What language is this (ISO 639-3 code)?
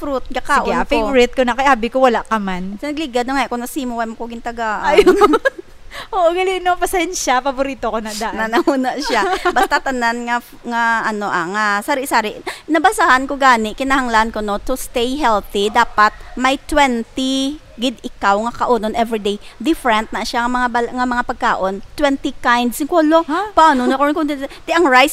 hil